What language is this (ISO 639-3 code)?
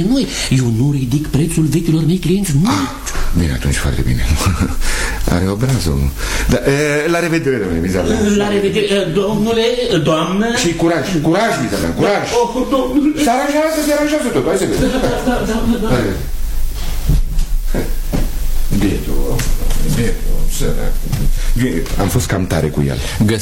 ron